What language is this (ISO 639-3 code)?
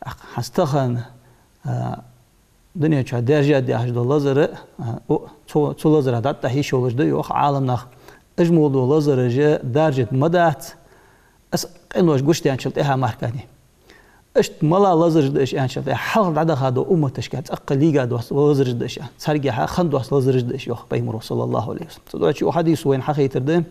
inh